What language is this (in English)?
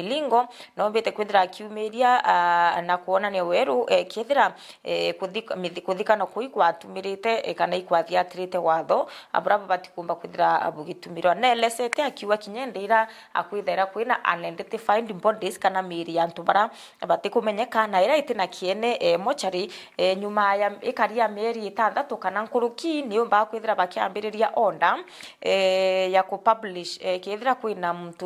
Meru